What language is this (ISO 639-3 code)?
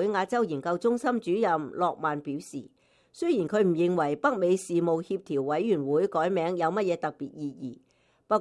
yue